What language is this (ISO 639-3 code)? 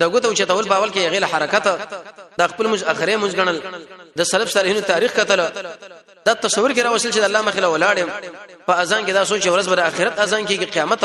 pus